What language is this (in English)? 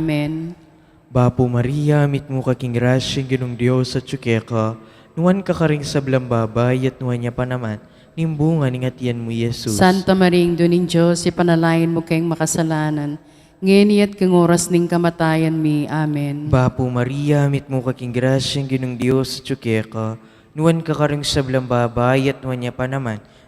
Pampanga